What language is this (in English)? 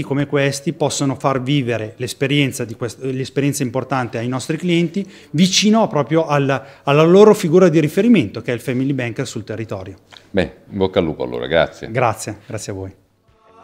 Italian